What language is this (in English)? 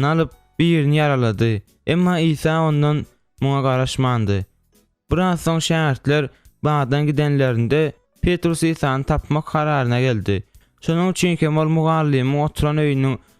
Turkmen